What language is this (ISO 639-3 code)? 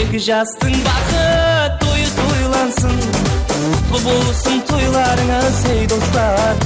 kaa